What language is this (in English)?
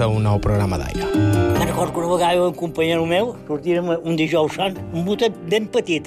Catalan